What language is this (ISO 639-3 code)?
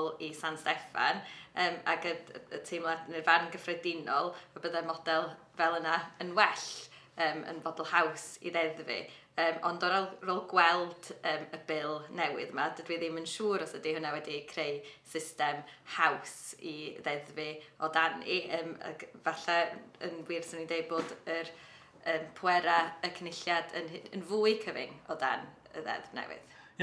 cym